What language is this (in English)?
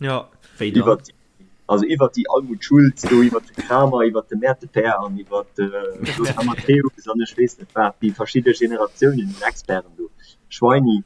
Luxembourgish